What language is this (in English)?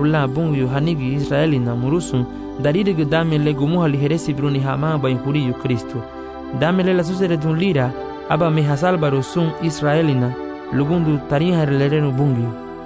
Garifuna